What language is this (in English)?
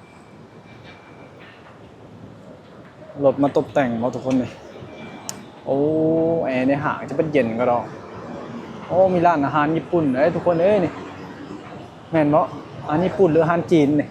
Lao